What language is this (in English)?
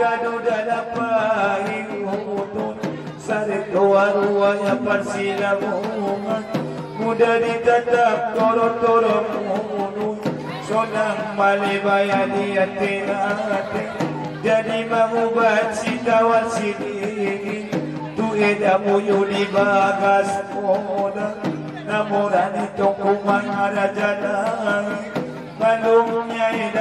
Batak Angkola